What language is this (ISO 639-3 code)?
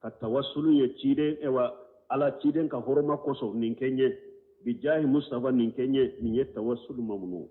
bam